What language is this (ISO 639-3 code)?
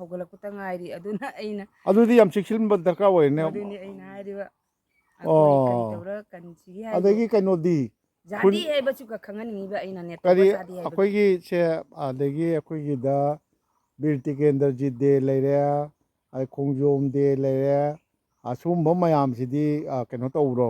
mni